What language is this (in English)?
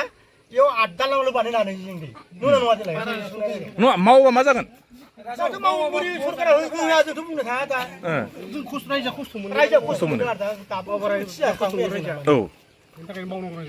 Bodo